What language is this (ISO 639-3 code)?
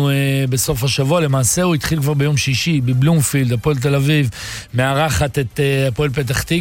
heb